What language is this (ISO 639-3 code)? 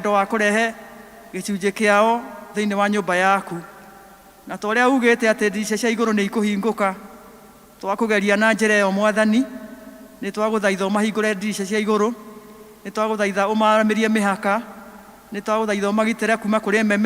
kik